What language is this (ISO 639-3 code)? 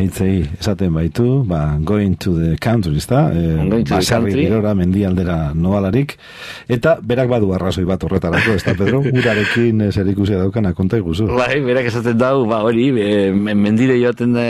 eus